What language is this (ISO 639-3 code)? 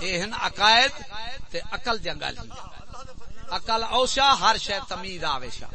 skr